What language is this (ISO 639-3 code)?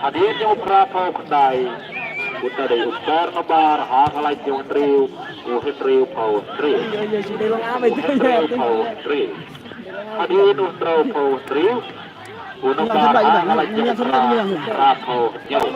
kha